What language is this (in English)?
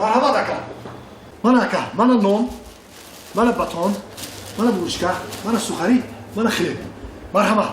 Tajik